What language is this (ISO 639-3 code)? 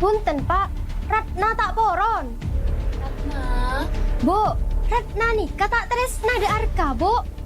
mad